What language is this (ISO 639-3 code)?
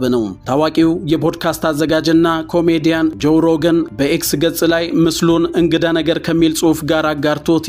amh